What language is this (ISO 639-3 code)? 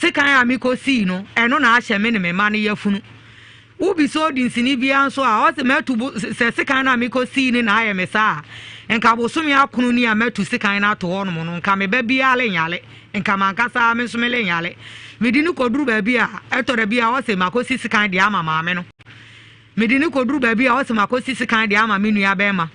aka